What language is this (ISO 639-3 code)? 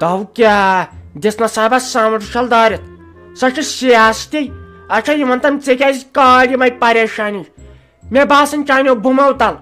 kas